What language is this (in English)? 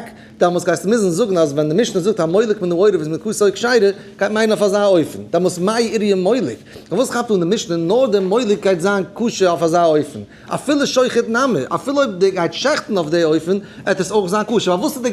Yiddish